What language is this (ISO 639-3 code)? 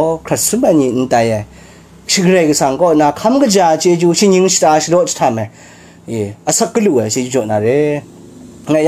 kac